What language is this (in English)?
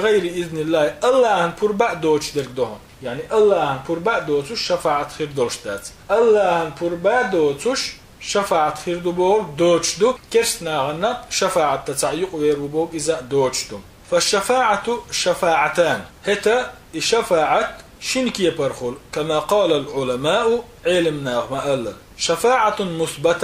Chechen